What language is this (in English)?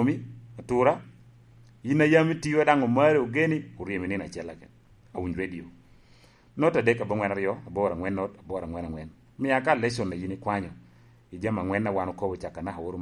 Lango (Uganda)